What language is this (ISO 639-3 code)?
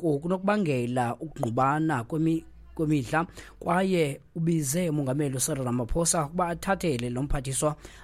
xho